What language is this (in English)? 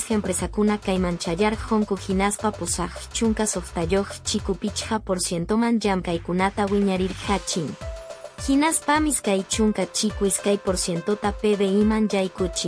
Quechua